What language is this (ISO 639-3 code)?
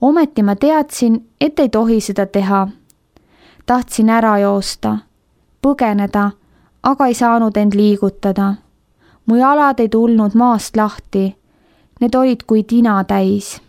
est